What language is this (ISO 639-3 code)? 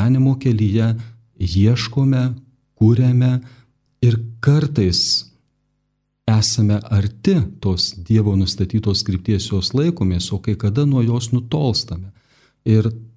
lit